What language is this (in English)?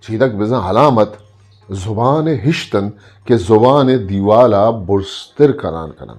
Eastern Balochi